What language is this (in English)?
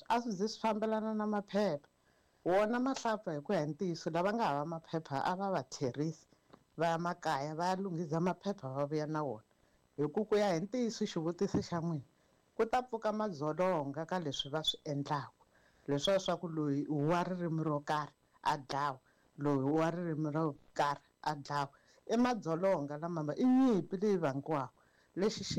Tsonga